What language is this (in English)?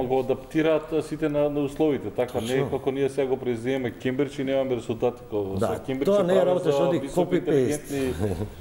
Macedonian